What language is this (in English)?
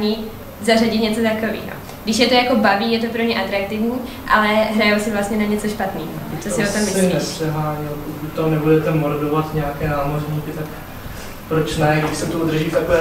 Czech